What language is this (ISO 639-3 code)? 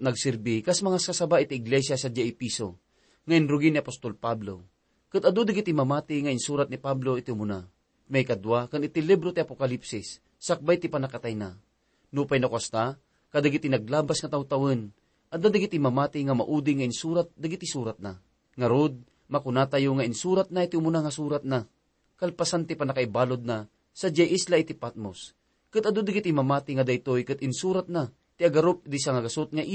ilo